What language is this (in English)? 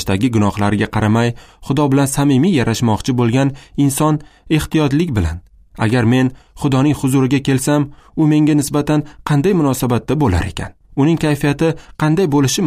Uzbek